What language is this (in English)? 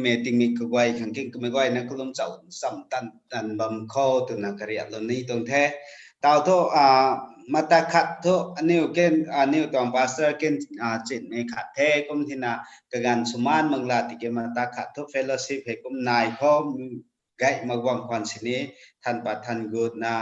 Rongmei Naga